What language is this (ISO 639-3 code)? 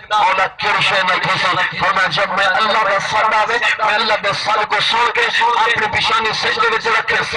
skr